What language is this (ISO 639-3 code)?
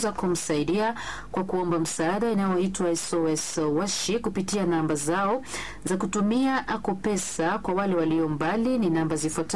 swa